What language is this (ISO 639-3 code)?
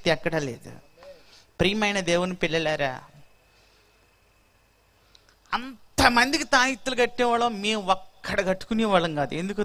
tel